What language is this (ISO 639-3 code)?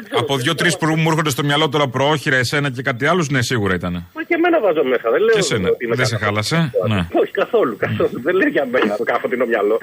ell